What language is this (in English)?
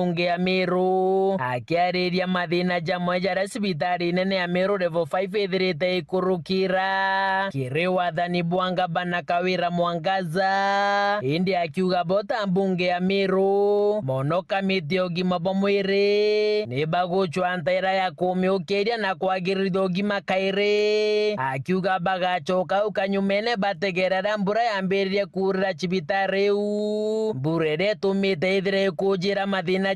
Meru